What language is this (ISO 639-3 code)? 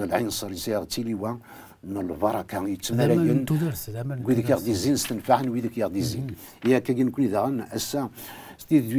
kab